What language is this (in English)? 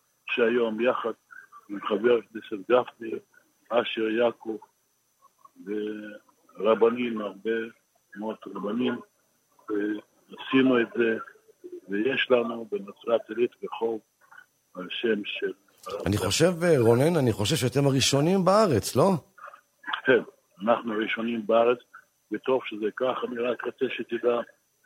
Hebrew